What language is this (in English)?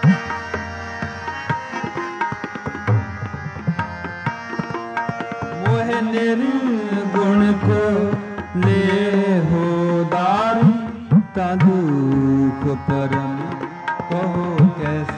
Punjabi